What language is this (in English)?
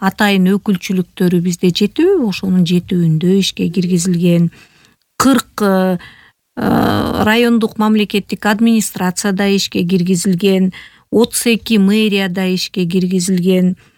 Kyrgyz